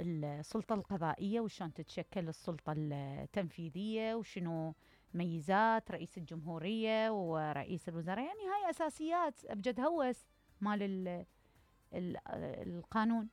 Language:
Mesopotamian Arabic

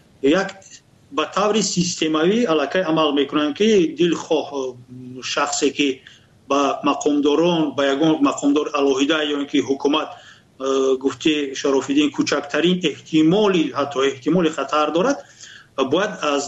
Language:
Tajik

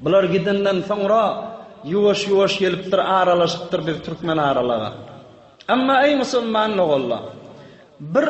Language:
Turkmen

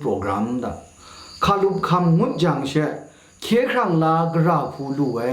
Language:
Kachin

